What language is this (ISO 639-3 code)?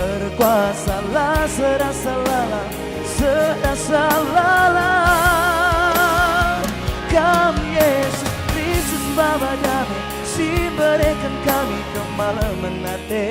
btx